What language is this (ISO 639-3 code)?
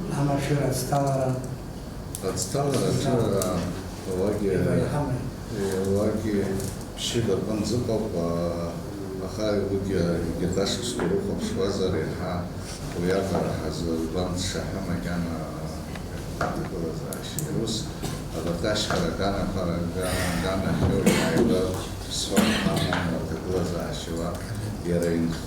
abk